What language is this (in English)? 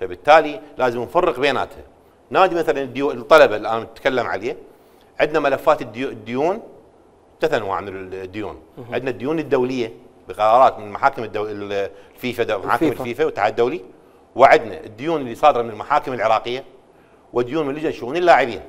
Mesopotamian Arabic